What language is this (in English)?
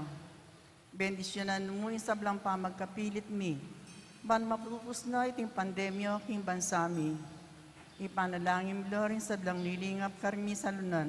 Pampanga